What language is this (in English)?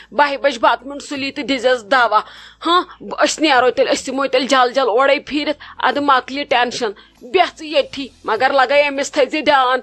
Kashmiri